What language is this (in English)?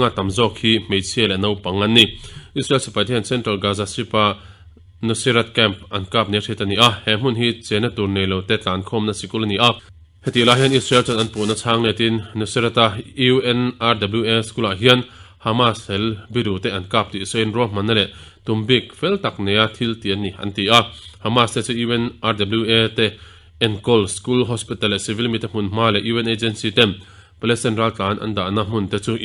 Mizo